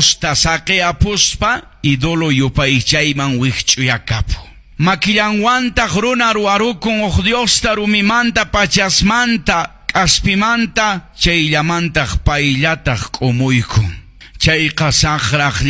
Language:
Quechua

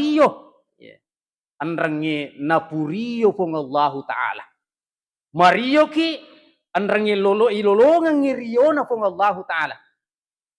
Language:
Buginese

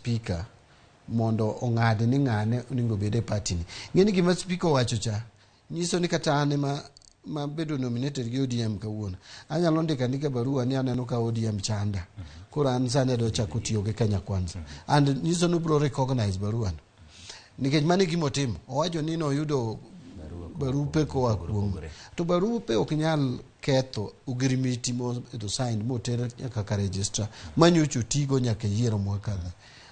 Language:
Luo (Kenya and Tanzania)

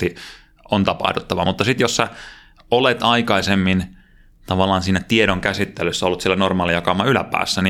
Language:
Finnish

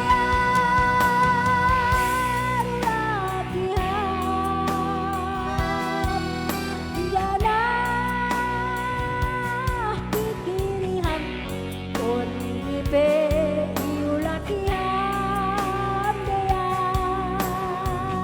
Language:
Batak Simalungun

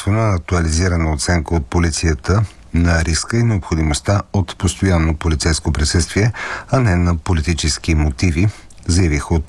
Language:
Bulgarian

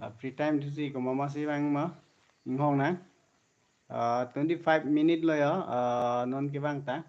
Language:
Karbi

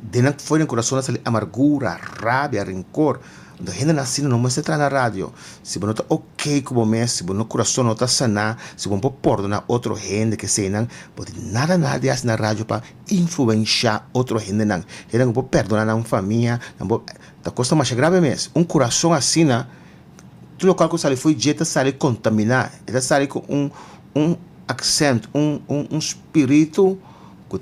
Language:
Papiamento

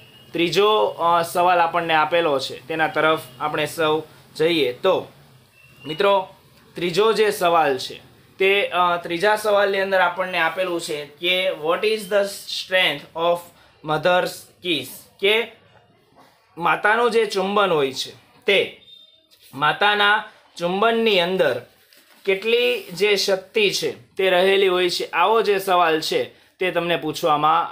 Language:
Gujarati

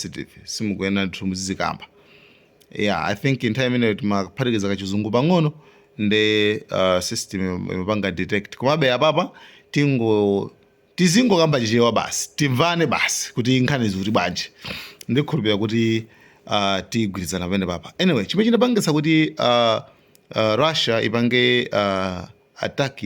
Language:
Nyanja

